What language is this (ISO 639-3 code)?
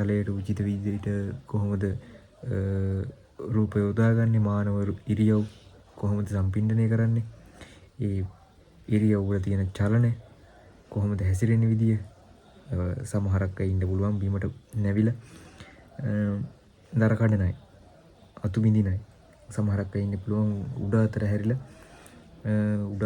sin